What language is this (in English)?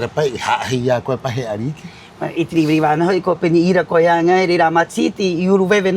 Rapanui